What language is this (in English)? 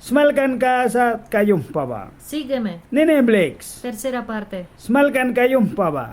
Mískito